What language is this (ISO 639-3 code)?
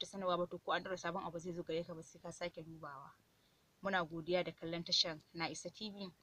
hau